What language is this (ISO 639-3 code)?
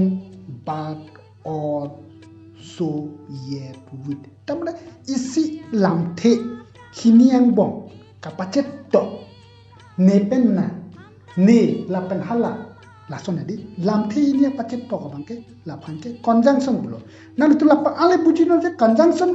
mjw